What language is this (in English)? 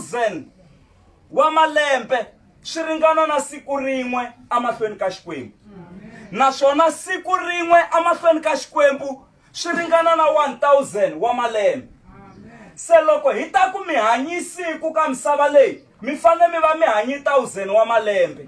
Tsonga